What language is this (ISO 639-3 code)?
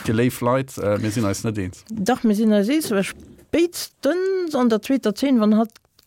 ltz